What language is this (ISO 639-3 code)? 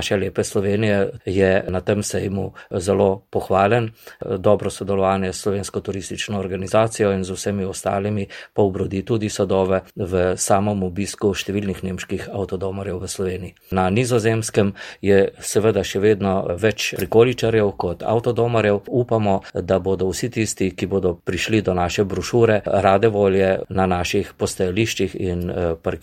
slv